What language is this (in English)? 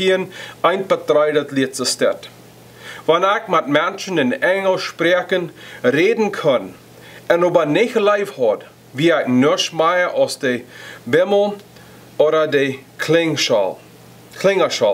Plautdietsch